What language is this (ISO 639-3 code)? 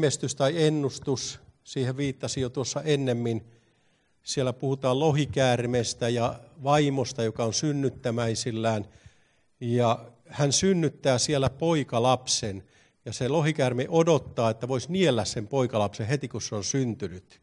fin